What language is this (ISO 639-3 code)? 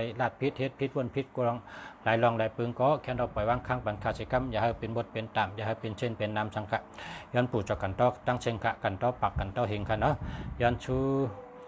shn